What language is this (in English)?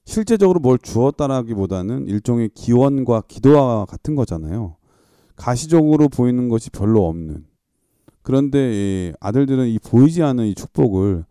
Korean